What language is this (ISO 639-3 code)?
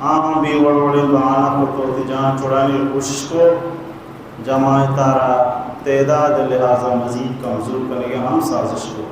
bal